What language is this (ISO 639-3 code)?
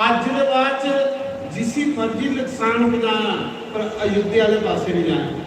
doi